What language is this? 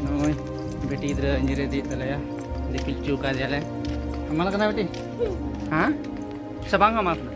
Santali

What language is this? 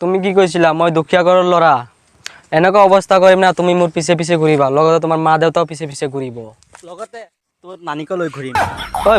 Assamese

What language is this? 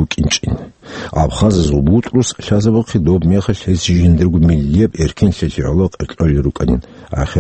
Avaric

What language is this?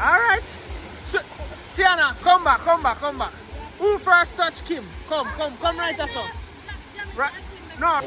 Jamaican Creole English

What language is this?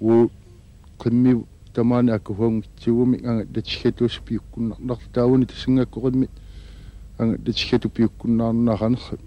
Kalaallisut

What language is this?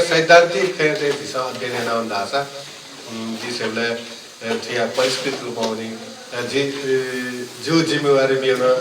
Newari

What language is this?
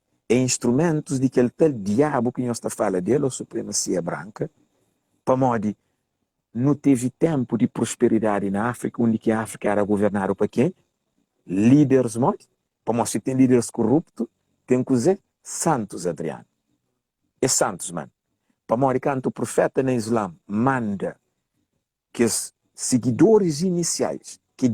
Kabuverdianu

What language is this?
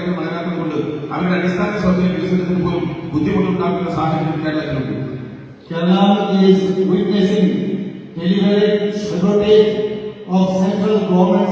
Kok Borok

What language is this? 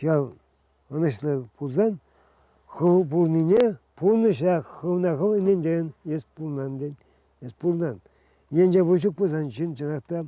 Chuvash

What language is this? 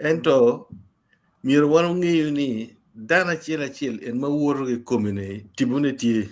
Acoli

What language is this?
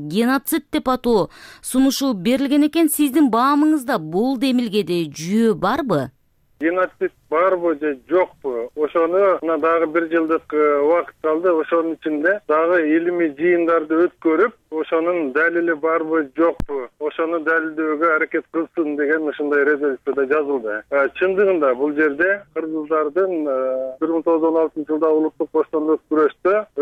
Kyrgyz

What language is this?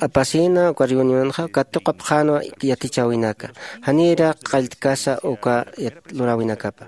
Aymara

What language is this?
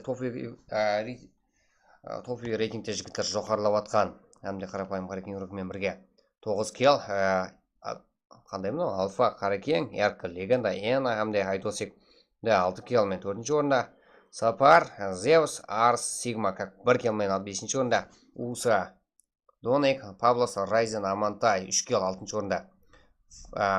Kara-Kalpak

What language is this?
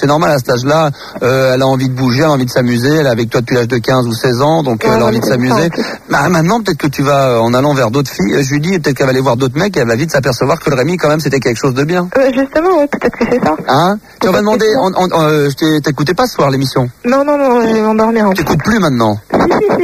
French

